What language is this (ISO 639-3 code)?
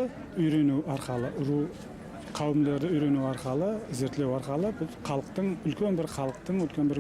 bak